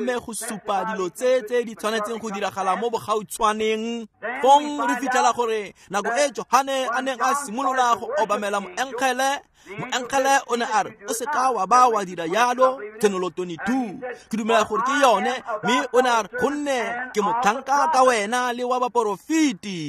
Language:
Tswana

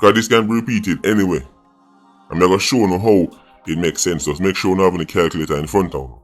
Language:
Jamaican Creole English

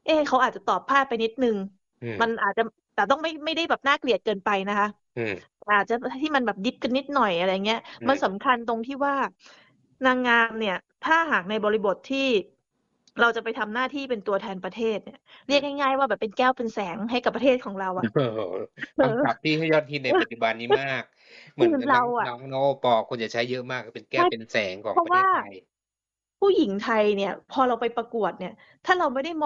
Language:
Thai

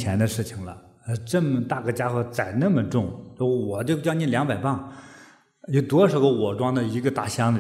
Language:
Chinese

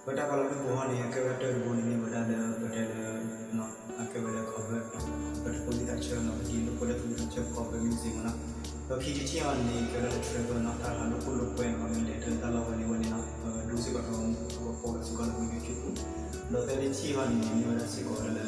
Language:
S'gaw Karen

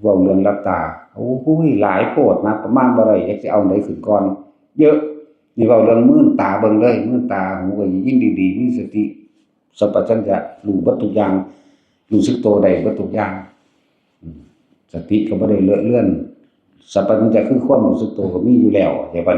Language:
Northeastern Thai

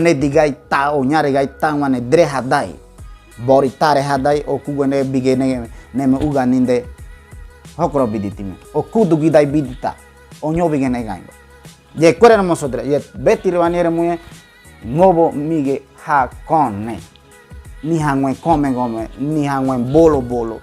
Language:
Ngäbere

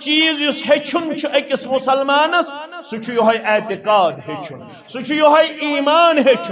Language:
Kashmiri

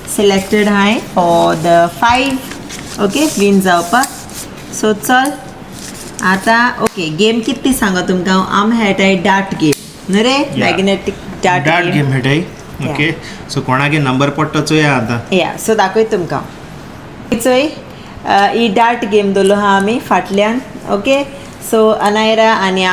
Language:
Konkani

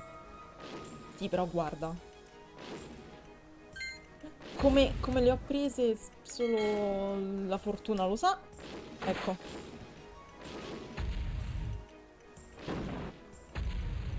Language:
Italian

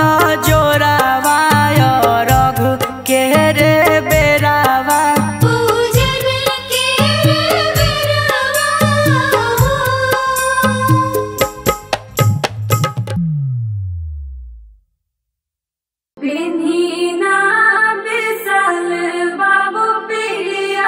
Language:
Bhojpuri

